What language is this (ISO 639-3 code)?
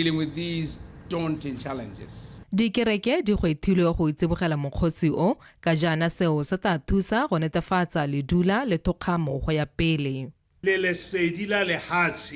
tsn